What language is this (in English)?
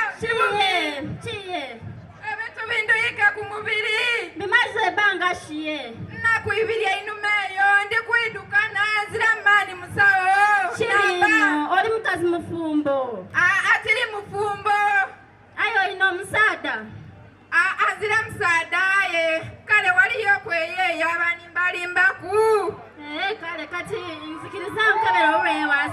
Soga